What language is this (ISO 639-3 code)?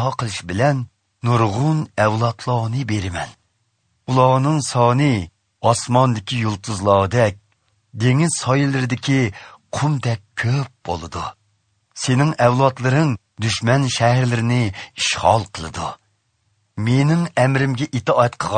uig